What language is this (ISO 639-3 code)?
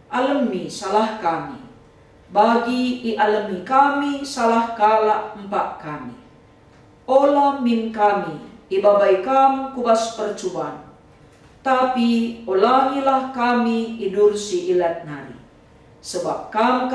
btx